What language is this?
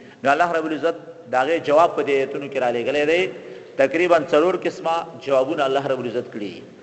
Pashto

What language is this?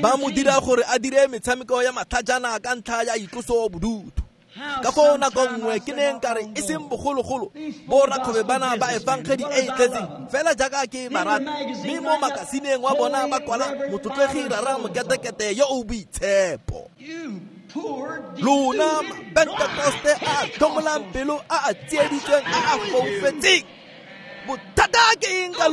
Tswana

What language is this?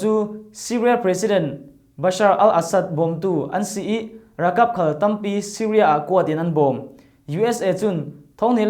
Falam Chin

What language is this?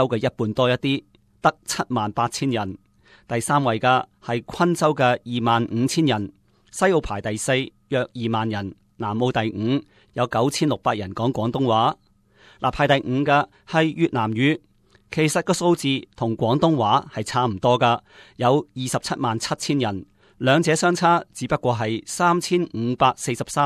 Cantonese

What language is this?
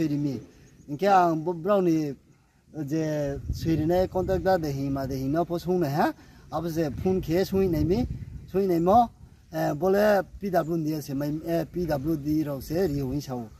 Riang (India)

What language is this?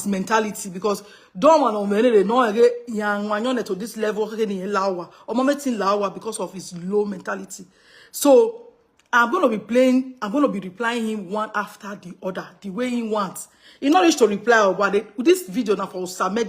Nigerian Pidgin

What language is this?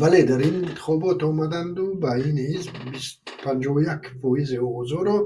Tajik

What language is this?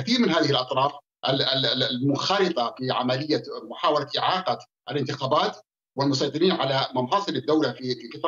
Arabic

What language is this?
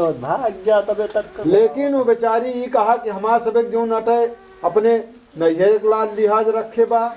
Awadhi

